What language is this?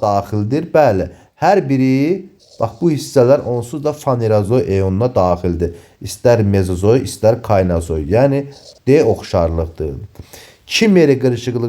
Azerbaijani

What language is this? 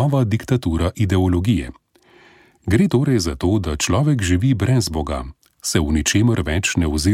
Slovenian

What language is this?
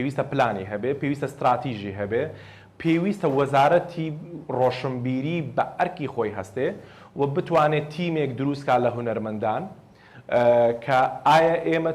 Central Kurdish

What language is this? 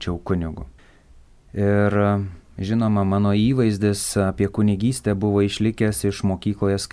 Lithuanian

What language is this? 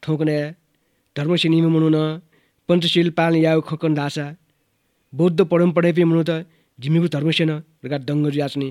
Newari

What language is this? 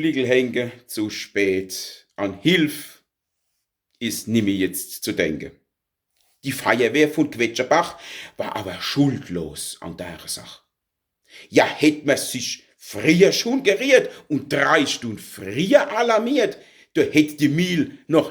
Palatine German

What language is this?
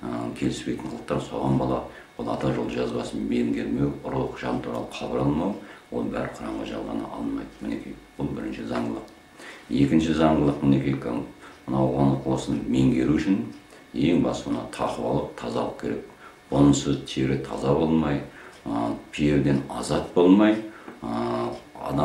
Kazakh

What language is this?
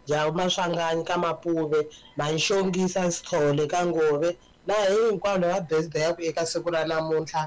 Tsonga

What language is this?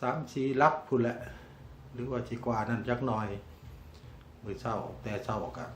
Lao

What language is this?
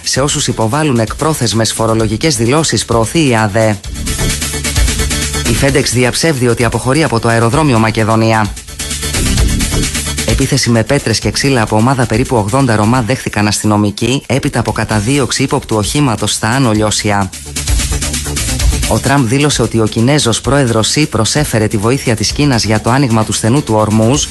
Greek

